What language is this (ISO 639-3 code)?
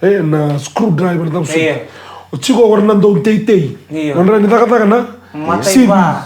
fij